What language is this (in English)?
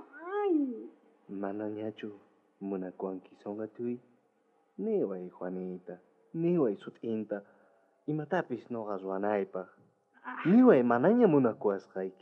South Bolivian Quechua